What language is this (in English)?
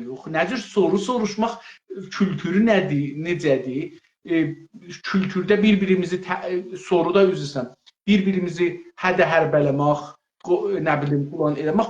South Azerbaijani